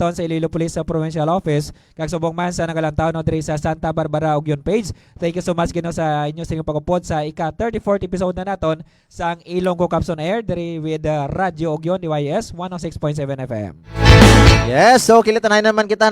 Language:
Hiligaynon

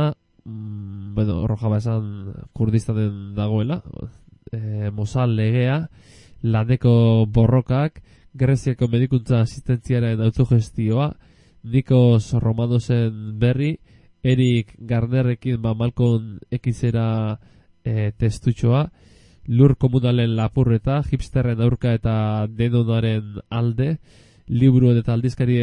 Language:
Basque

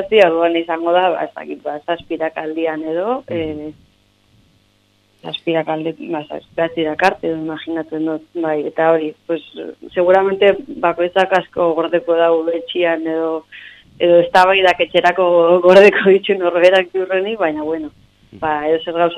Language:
Basque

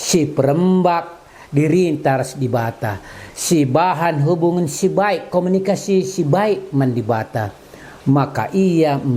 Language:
Batak Karo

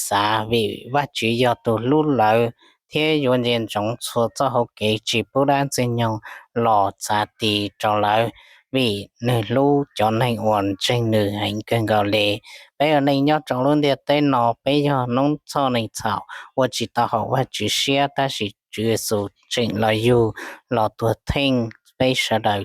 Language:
Hmong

